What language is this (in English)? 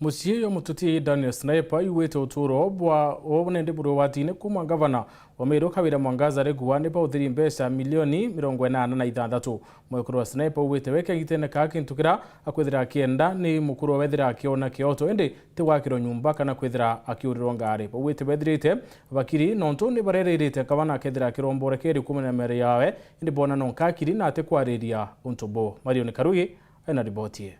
Meru